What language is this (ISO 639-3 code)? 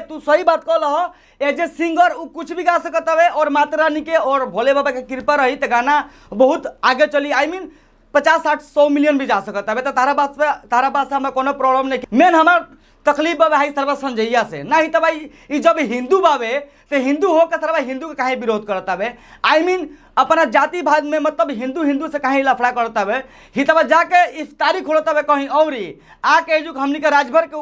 bho